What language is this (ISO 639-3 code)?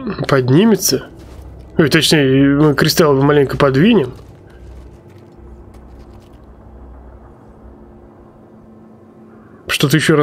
rus